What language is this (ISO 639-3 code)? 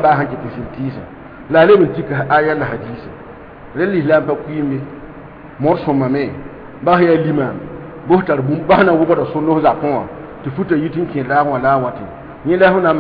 mos